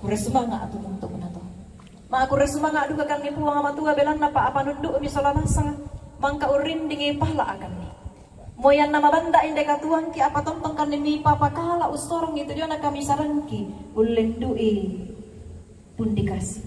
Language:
Toraja-Sa'dan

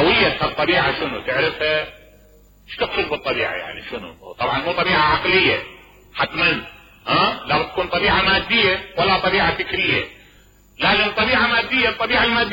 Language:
Mesopotamian Arabic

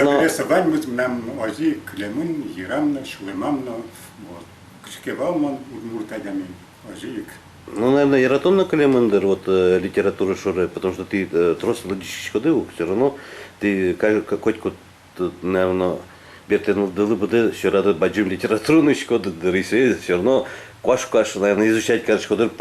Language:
Udmurt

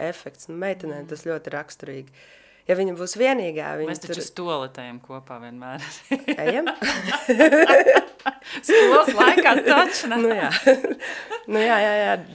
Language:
Latvian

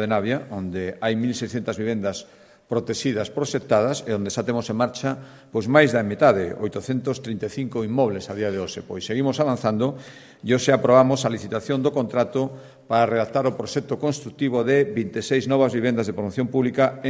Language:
Galician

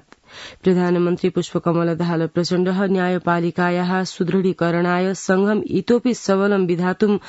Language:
Sanskrit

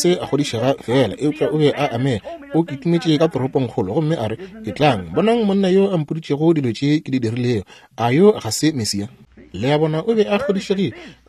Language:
Northern Sotho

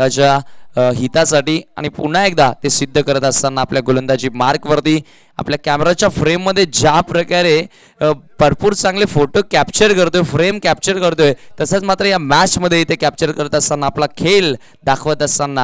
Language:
Marathi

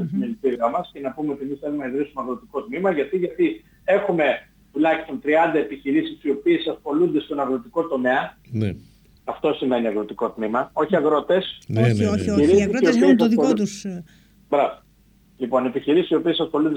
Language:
Greek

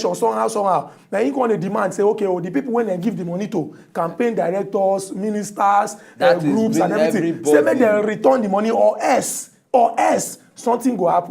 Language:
Nigerian Pidgin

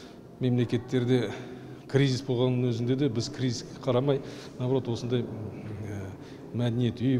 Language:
Kazakh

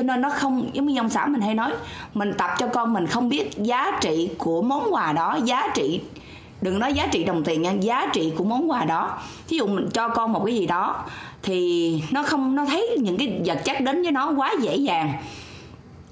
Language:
Vietnamese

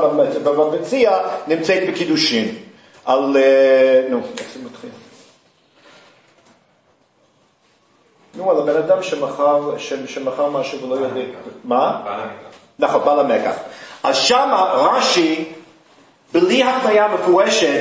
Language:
Hebrew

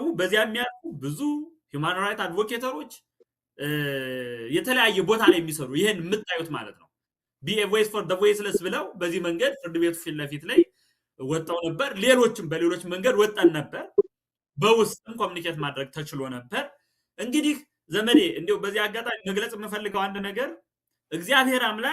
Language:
Amharic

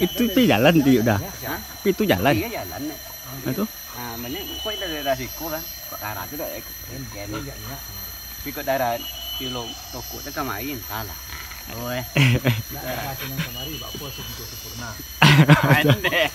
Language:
Minangkabau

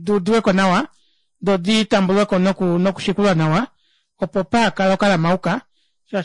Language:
Kuanyama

